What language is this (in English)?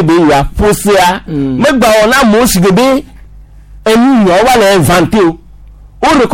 Gen